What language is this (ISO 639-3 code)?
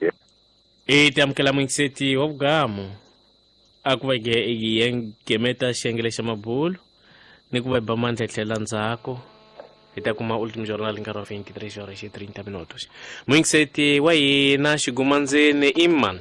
tso